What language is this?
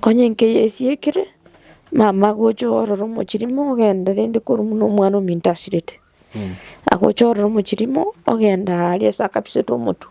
Gusii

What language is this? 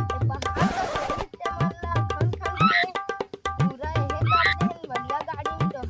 Chhattisgarhi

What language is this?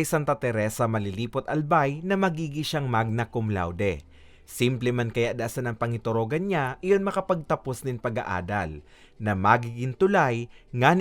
Bikol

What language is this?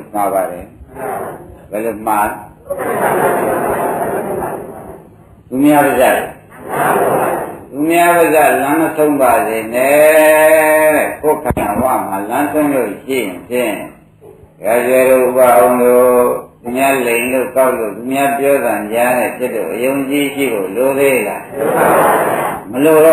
Burmese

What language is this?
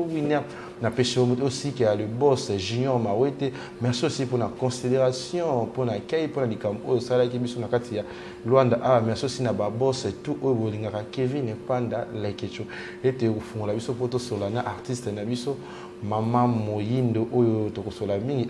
Lingala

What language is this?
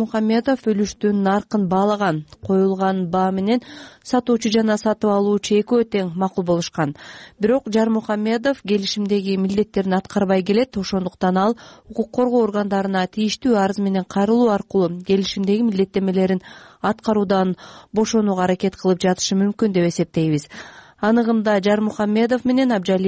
Kyrgyz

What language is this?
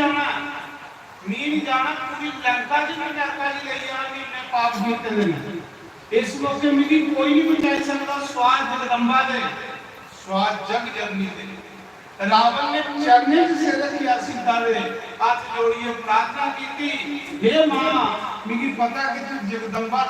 Dogri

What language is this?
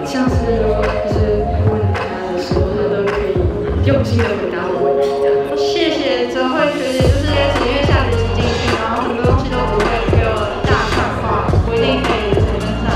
Chinese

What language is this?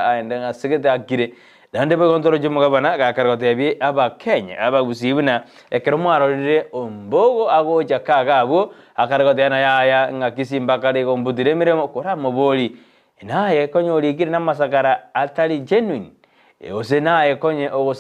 Gusii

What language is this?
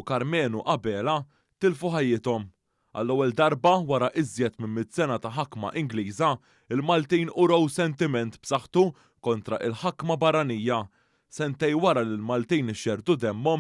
Maltese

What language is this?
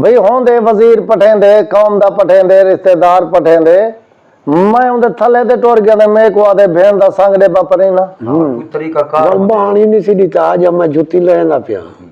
Saraiki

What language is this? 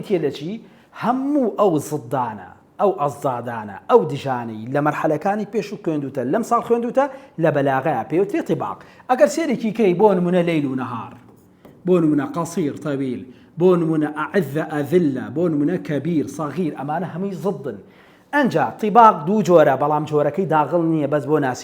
Central Kurdish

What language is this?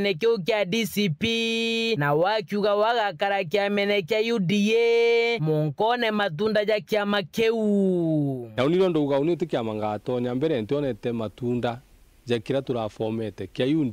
Meru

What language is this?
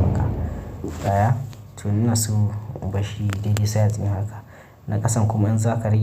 Hausa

